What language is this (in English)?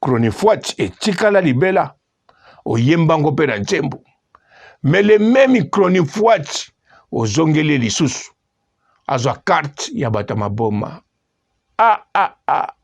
Lingala